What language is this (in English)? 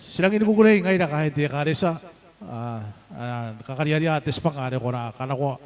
Gilbertese